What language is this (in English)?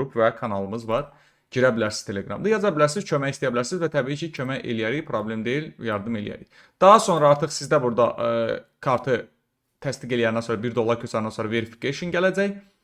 Azerbaijani